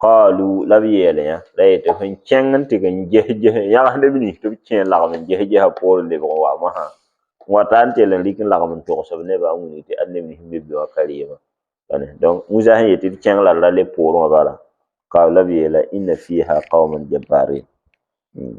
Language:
Mossi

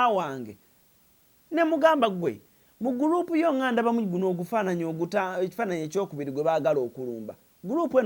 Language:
Ganda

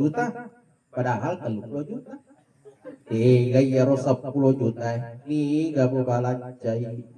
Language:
Buginese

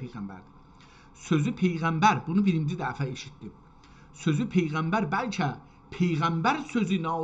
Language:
South Azerbaijani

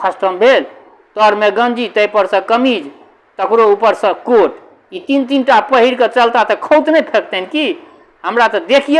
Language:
Maithili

